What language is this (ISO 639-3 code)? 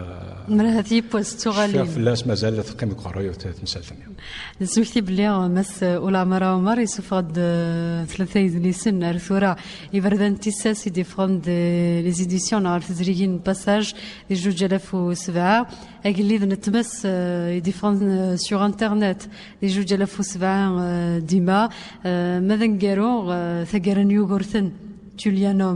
kab